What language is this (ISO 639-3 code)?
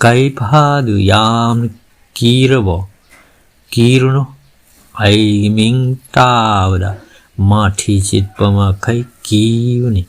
mni